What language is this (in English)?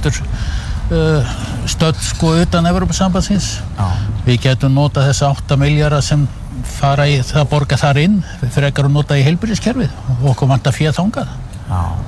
Icelandic